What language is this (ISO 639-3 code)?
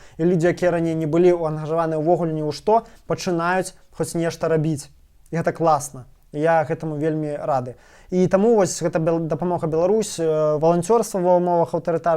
bel